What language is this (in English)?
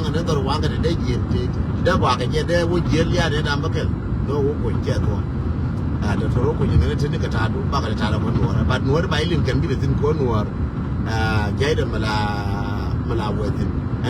Nuer